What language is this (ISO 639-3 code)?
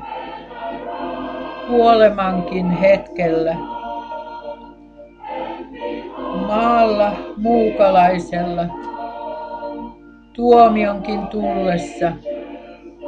fin